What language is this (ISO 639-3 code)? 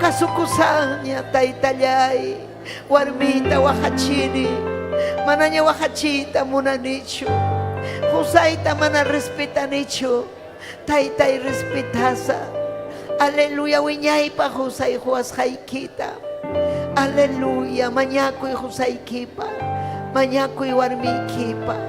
quy